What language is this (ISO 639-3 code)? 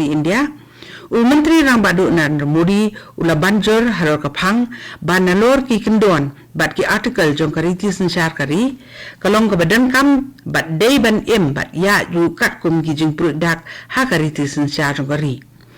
kha